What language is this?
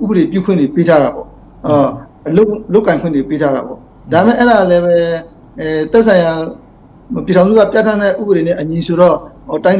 Burmese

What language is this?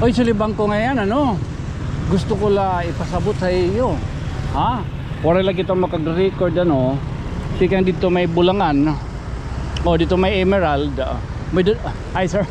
Waray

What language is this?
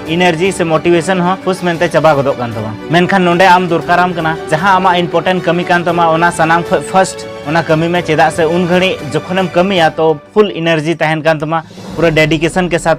Santali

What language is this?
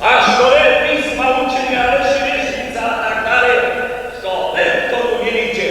Upper Sorbian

